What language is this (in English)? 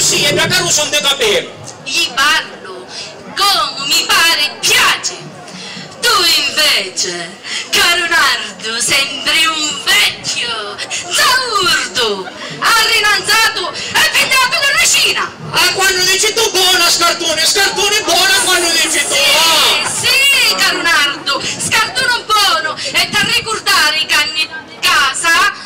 Sicilian